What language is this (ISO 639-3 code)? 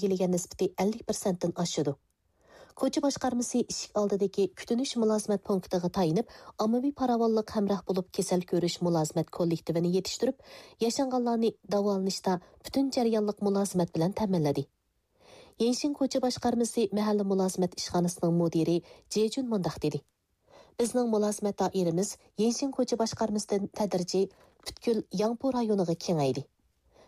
uig